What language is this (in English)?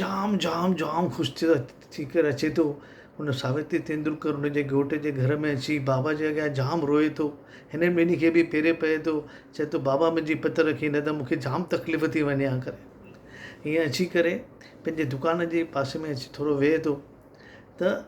Sindhi